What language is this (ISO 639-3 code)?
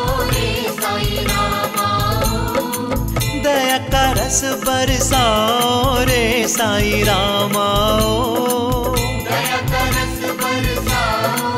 hin